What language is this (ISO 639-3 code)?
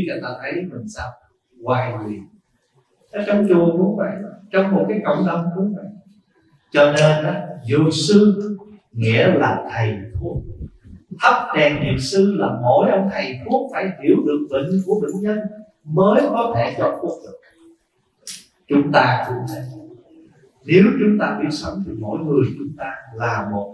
vie